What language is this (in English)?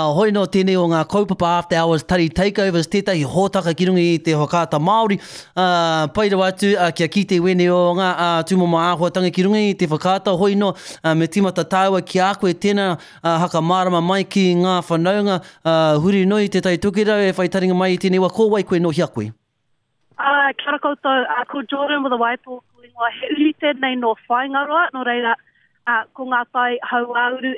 Māori